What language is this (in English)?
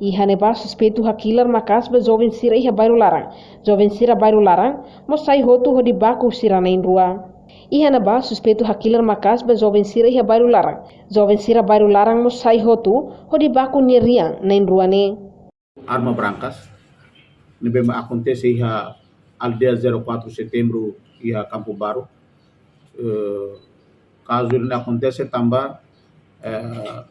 Tetum